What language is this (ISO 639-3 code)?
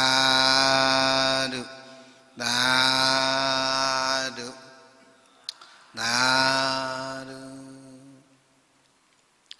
mya